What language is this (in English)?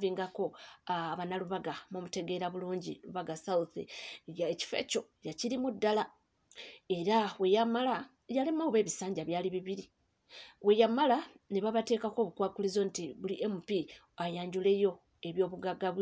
Ganda